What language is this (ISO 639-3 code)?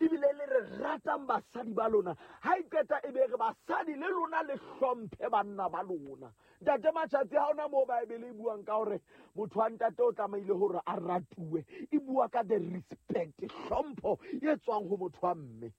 sot